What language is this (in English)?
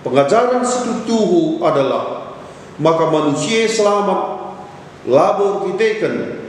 Batak Karo